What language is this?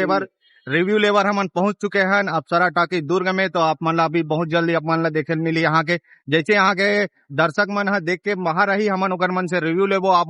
Chhattisgarhi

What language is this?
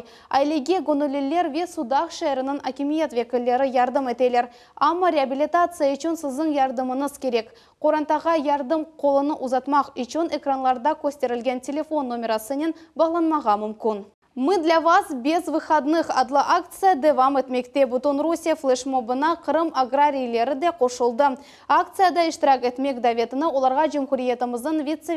Crimean Tatar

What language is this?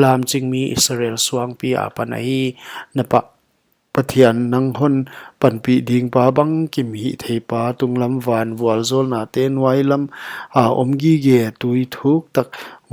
Paite Chin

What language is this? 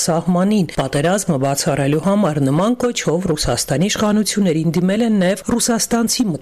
Armenian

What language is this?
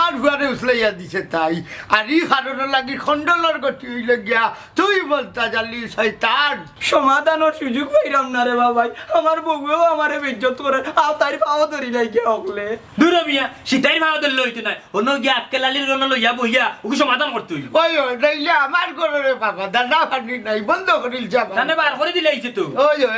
Sylheti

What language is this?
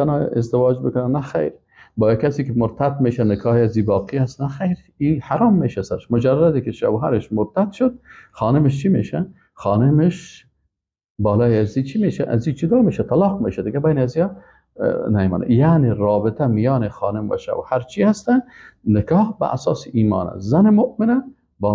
Persian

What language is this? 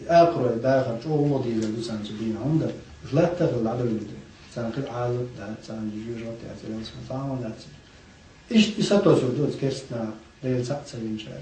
Chechen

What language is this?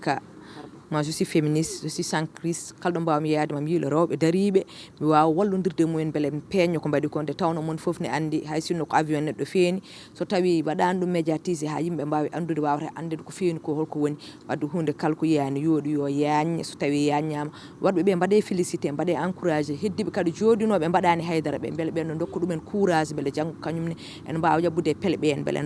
Fula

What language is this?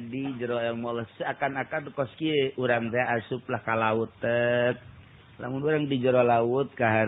Sundanese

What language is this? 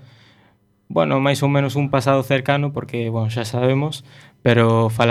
Galician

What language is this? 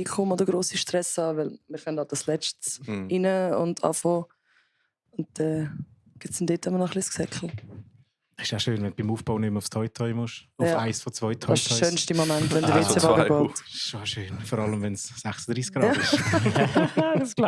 Swiss German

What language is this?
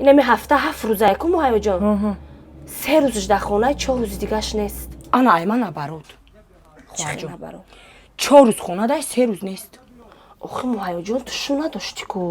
Tajik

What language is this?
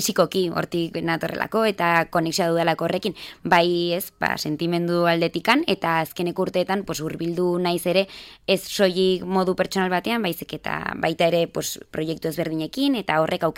Basque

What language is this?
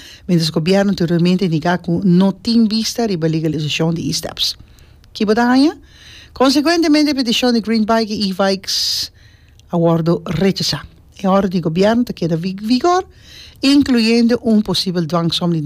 Papiamento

